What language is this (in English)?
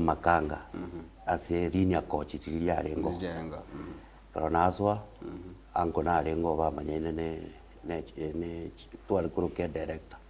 Gusii